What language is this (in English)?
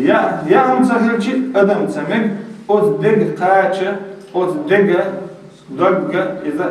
Chechen